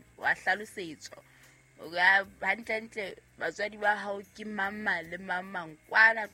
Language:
Southern Sotho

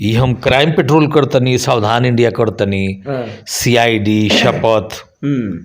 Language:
Bhojpuri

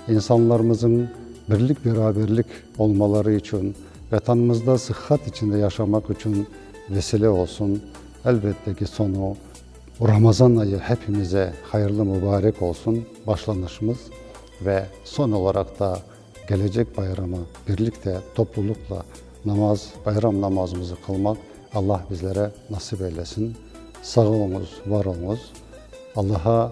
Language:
Crimean Tatar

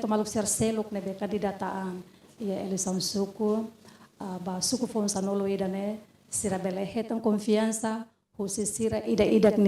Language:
Tetum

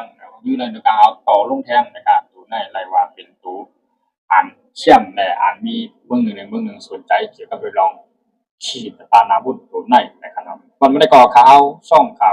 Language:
Shan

